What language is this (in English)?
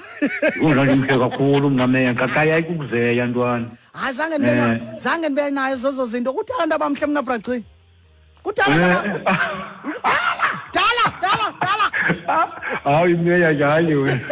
Xhosa